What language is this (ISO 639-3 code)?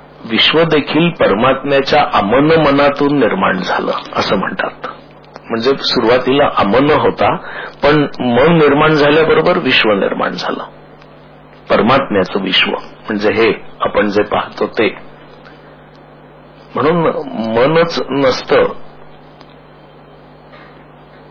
mar